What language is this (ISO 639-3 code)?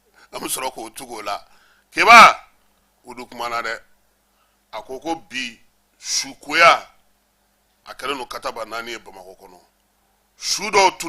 bam